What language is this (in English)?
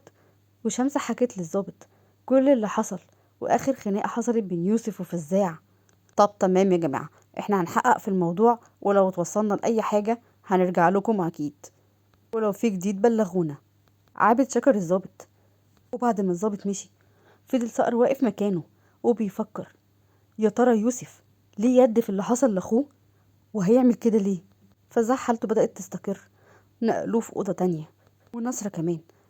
Egyptian Arabic